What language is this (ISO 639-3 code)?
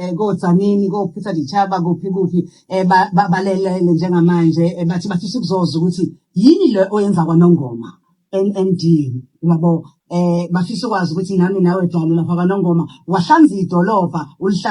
zul